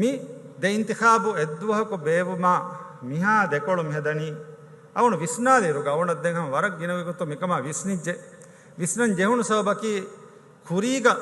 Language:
Divehi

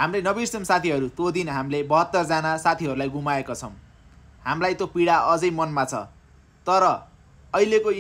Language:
Nepali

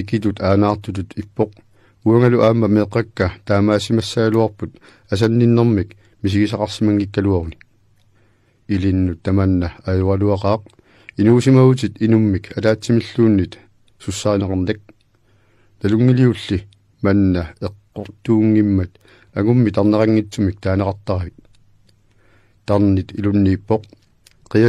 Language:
Kalaallisut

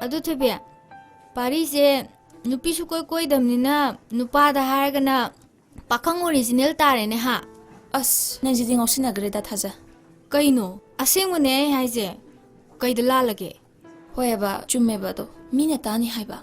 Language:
Manipuri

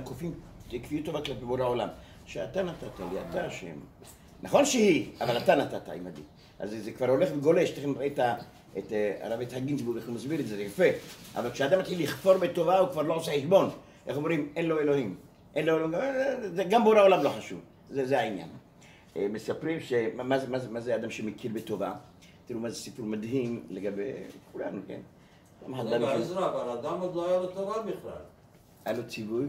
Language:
Hebrew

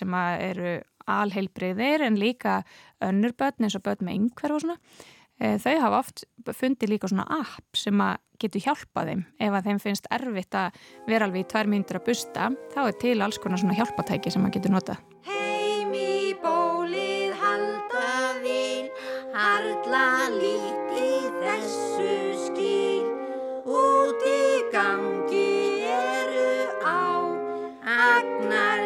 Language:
Icelandic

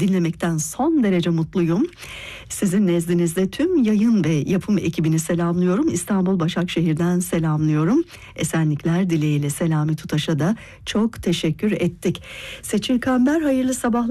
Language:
Turkish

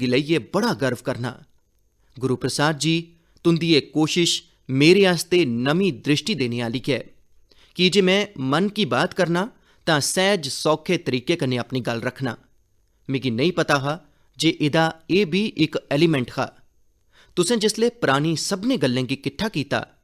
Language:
Dogri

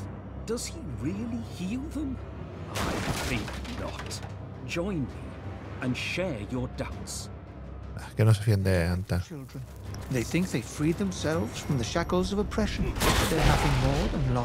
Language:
Spanish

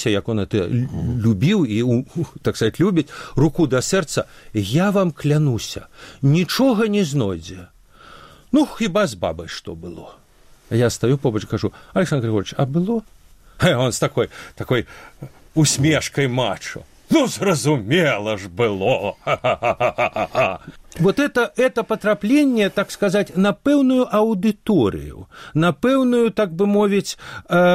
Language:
Belarusian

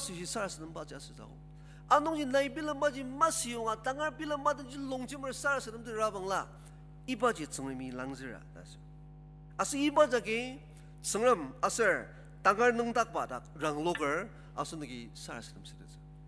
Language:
Ao Naga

